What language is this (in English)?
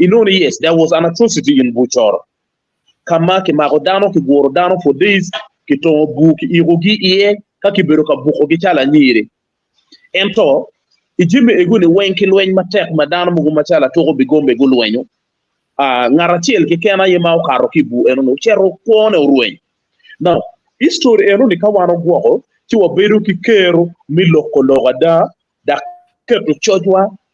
Acoli